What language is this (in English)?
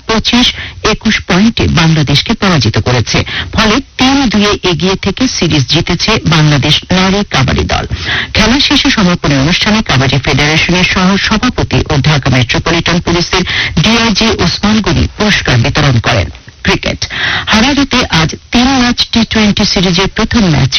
Bangla